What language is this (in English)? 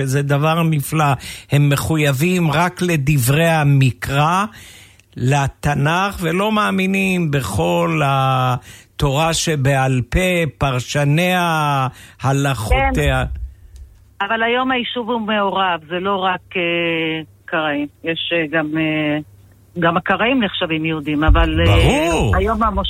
Hebrew